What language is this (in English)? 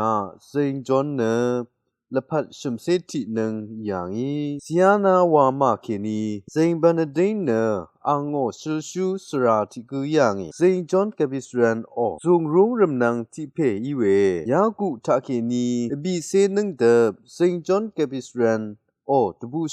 Rawang